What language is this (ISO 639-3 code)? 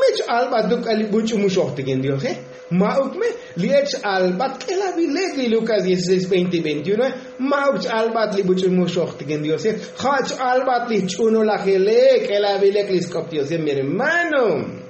tzo